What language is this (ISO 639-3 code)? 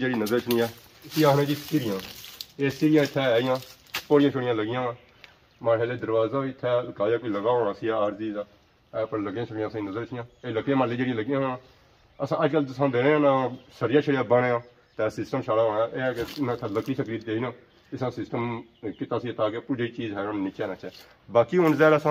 phr